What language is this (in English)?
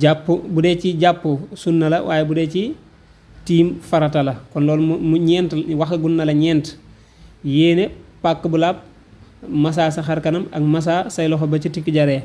Wolof